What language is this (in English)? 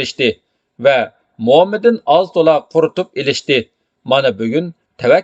Uyghur